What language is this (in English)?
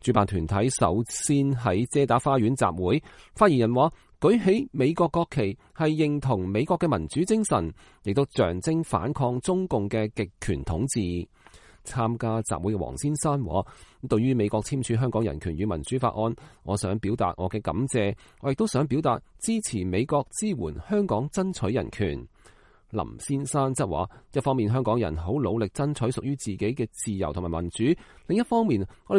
Cantonese